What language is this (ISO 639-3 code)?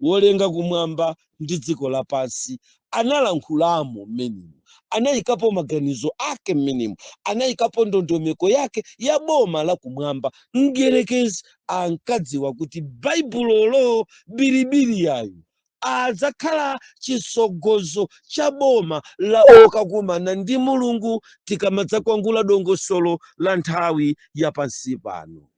nya